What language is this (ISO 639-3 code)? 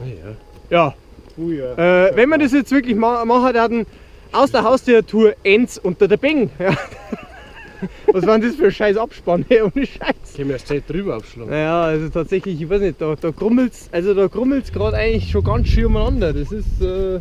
bar